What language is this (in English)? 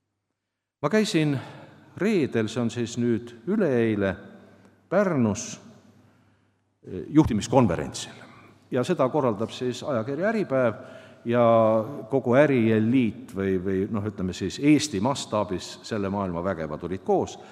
Estonian